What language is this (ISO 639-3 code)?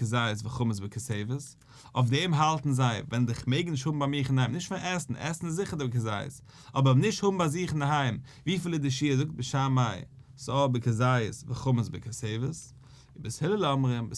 yid